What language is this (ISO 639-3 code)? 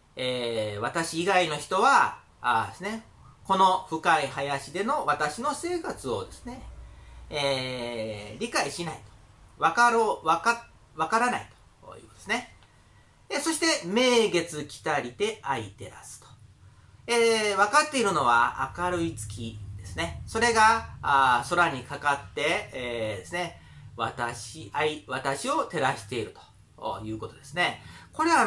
jpn